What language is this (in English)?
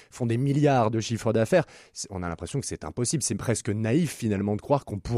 French